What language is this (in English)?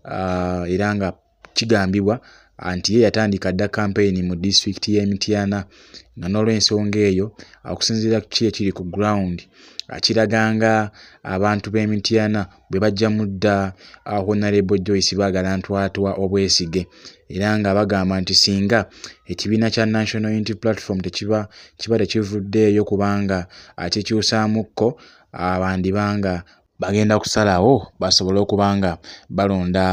Ganda